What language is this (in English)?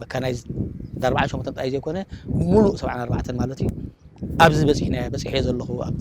Tigrinya